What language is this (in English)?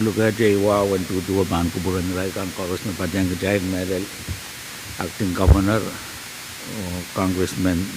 Pohnpeian